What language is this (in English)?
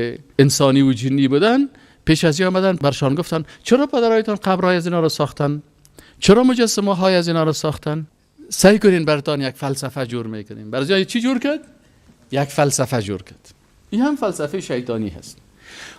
Persian